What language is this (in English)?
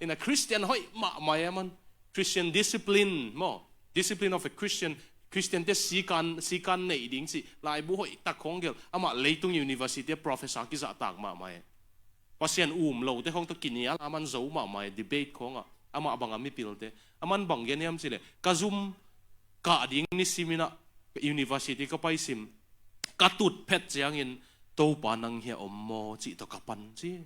Tedim Chin